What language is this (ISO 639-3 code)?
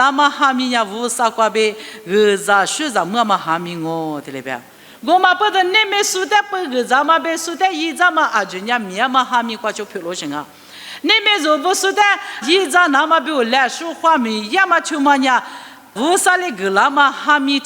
lis